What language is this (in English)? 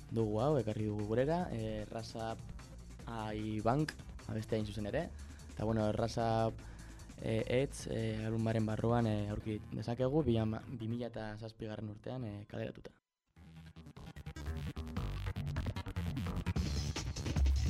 Basque